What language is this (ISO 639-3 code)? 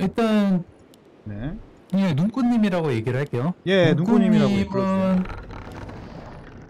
kor